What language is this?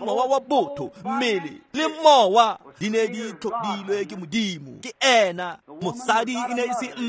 Tswana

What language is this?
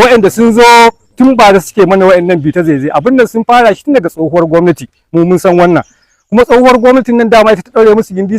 Hausa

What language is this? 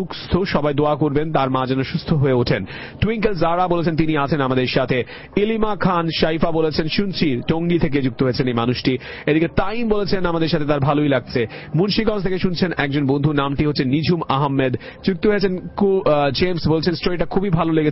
Bangla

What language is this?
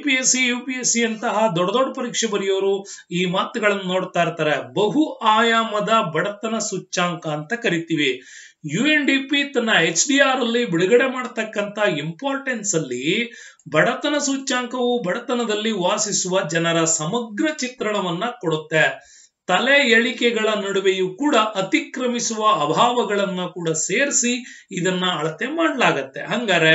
Kannada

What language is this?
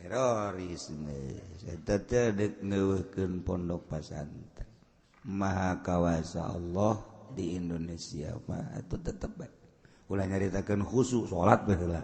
Sundanese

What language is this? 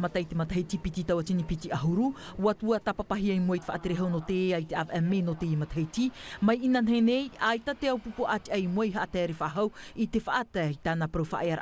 Tahitian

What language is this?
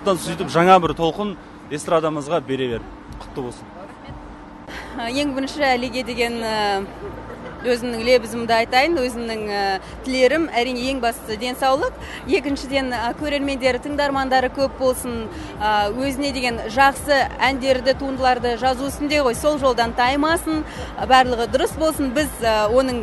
Kazakh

